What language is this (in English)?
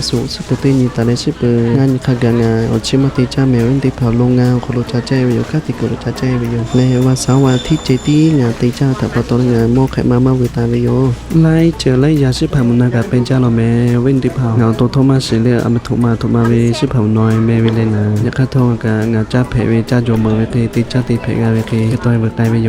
Lahu